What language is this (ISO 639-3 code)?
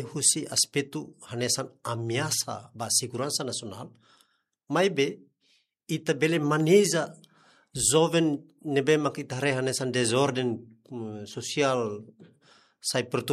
tet